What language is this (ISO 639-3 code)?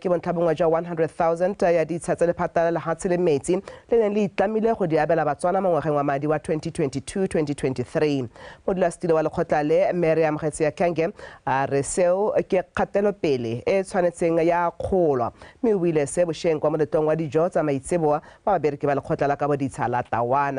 tsn